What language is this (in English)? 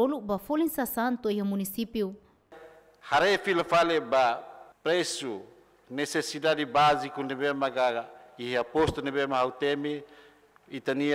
Tetum